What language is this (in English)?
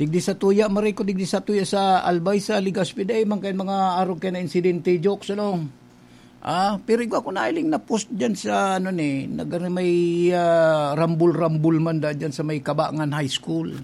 Bikol